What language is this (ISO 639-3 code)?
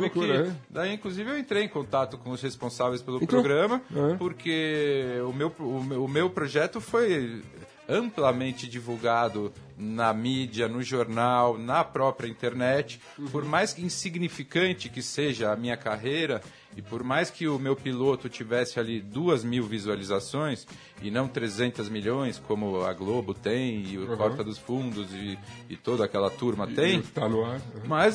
por